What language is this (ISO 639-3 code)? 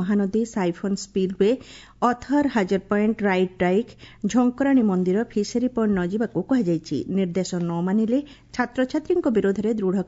ori